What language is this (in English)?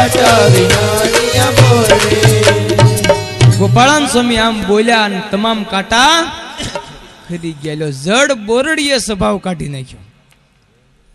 Gujarati